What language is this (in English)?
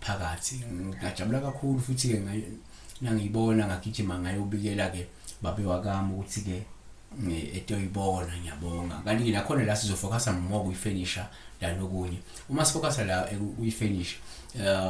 Zulu